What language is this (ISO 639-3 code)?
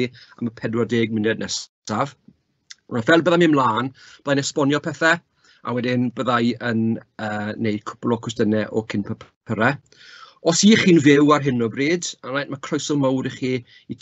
cym